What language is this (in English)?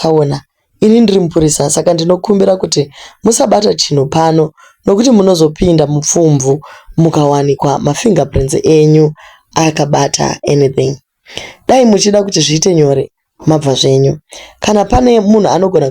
Shona